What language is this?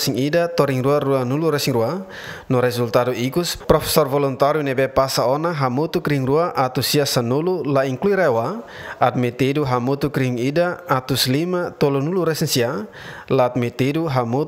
Tetum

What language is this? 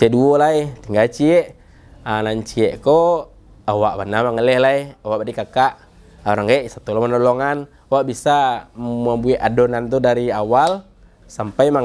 Minangkabau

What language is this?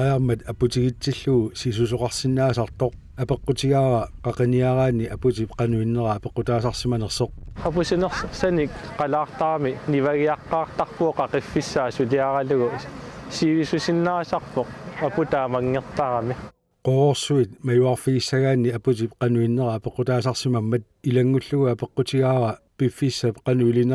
Kalaallisut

